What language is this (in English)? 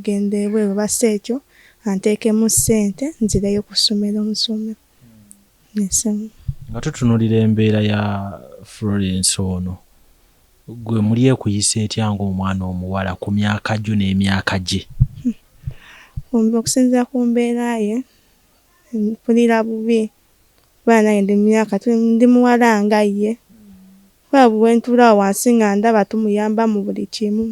Ganda